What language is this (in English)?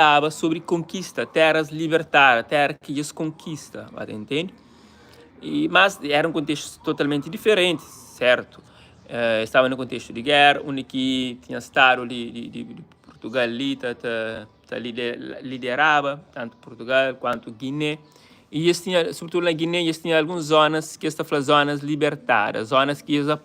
Kabuverdianu